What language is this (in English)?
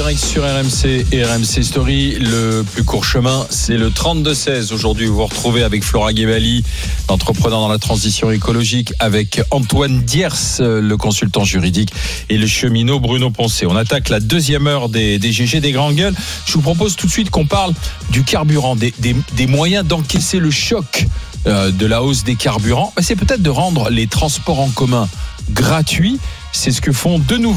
French